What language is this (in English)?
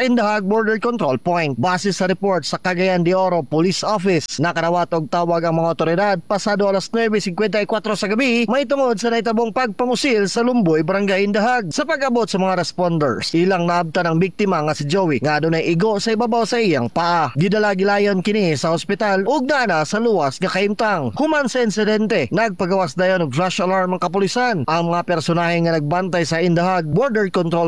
Cebuano